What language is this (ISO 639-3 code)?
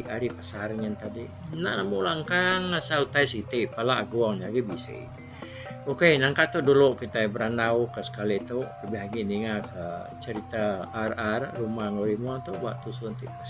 iba